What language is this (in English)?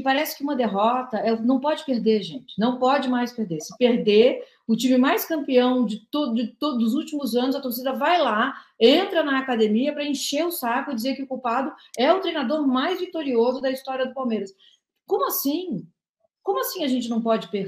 Portuguese